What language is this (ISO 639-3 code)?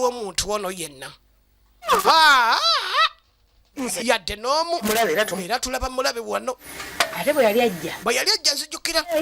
lug